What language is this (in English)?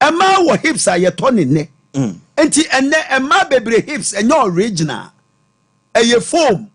Akan